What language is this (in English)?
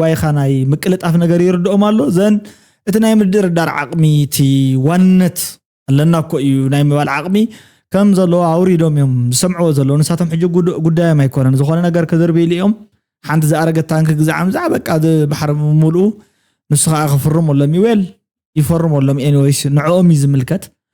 Tigrinya